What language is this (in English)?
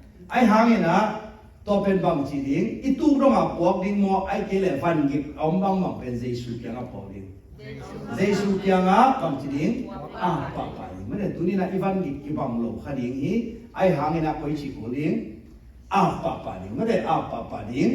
Tedim Chin